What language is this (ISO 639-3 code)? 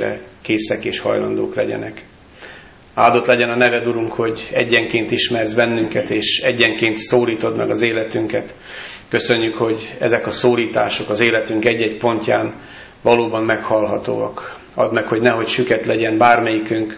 hun